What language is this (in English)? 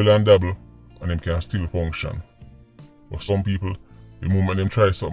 Jamaican Creole English